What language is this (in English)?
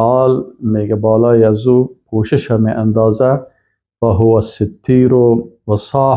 Persian